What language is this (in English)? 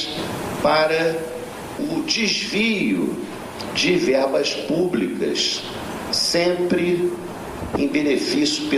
Portuguese